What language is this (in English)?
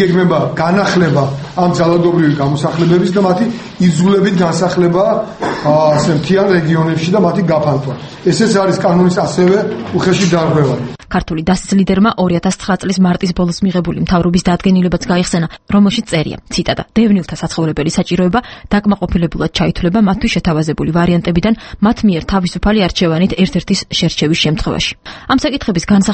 Georgian